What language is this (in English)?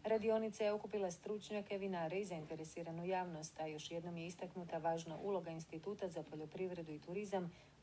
Croatian